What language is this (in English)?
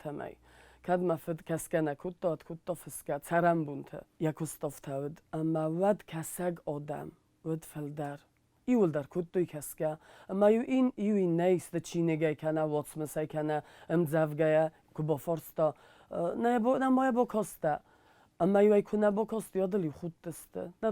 Ossetic